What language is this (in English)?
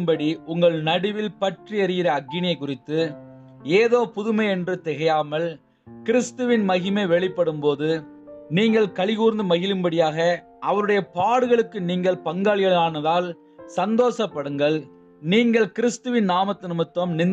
Tamil